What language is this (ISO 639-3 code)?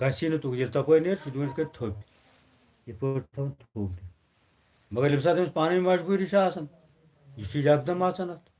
kas